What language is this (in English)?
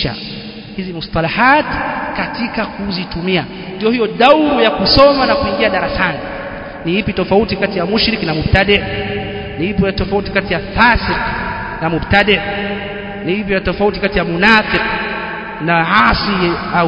Swahili